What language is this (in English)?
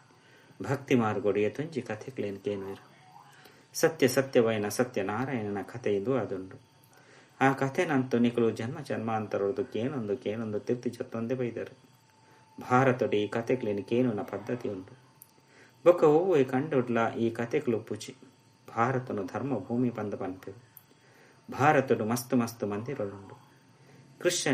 Tulu